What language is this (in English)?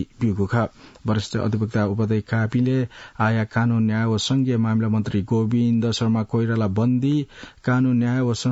Newari